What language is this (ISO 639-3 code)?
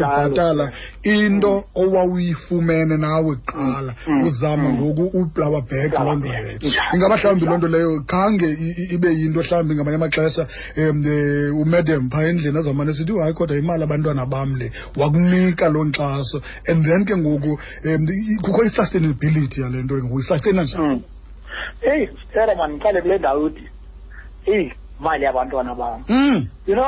xho